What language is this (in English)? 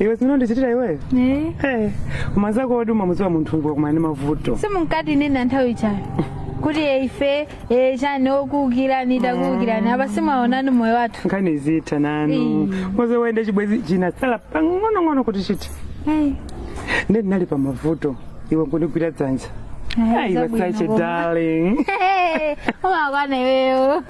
Nyanja